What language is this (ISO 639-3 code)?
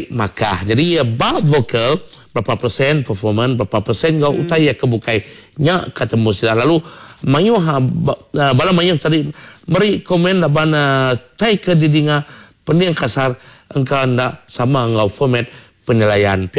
iba